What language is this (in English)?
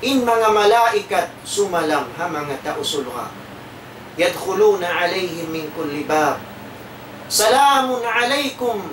Tausug